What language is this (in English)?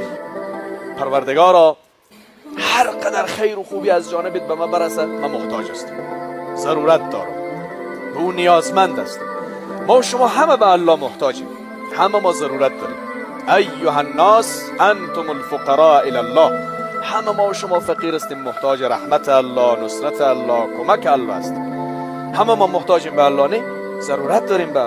Persian